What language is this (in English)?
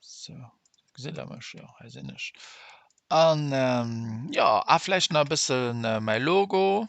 Luxembourgish